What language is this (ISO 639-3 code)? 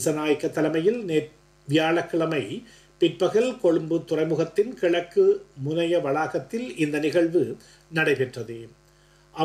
tam